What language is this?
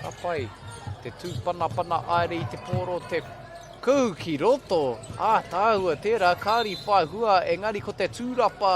Māori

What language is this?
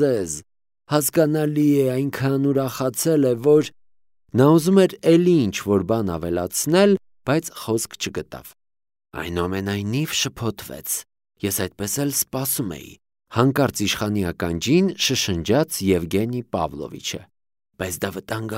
Armenian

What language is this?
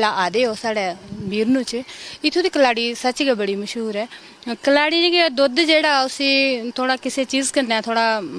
Dogri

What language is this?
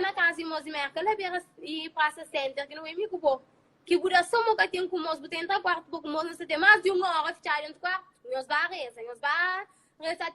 Kabuverdianu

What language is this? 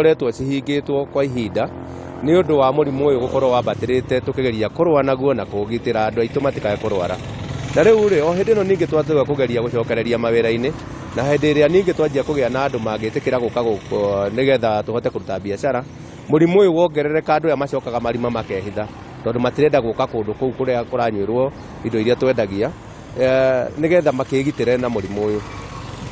Kikuyu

